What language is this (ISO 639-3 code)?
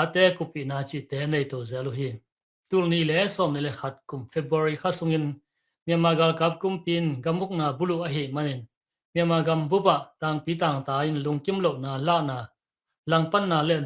ctd